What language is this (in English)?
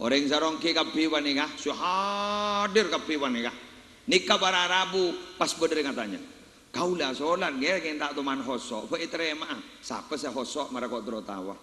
Madurese